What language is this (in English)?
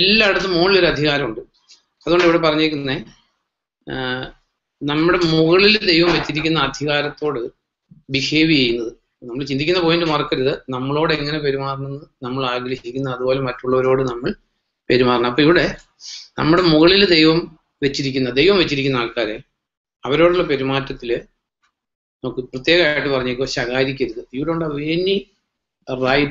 Malayalam